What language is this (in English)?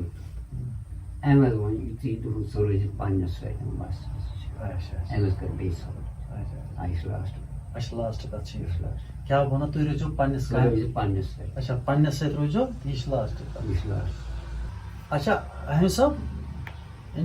Kashmiri